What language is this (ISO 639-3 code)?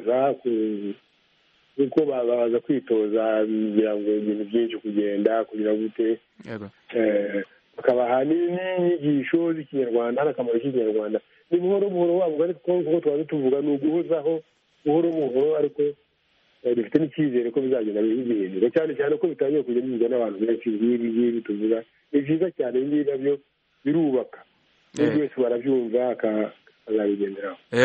kin